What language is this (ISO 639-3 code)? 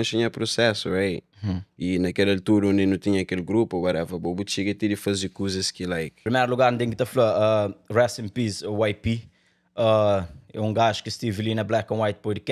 kea